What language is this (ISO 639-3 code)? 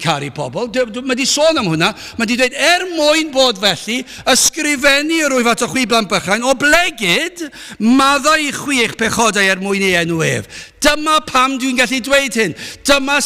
cym